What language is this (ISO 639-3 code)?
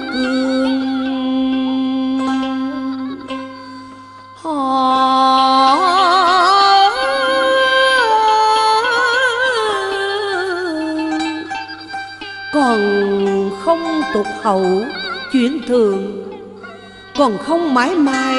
vie